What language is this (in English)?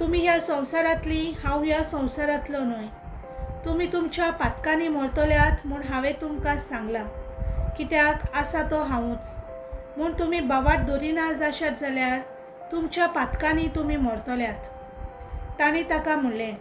Konkani